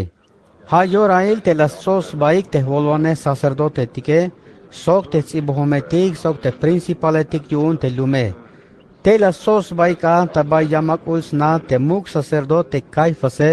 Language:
Tzeltal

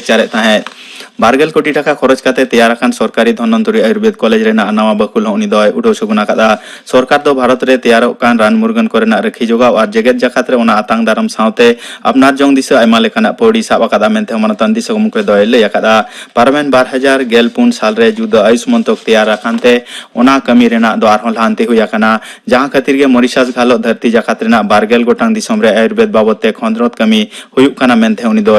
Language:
Santali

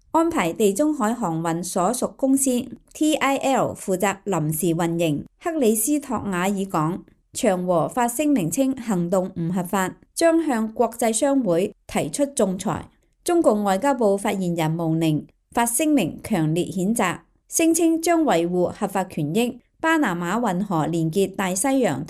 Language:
Cantonese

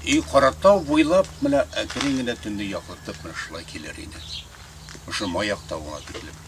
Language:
Bashkir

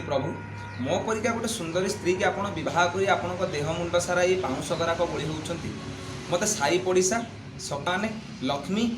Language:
Odia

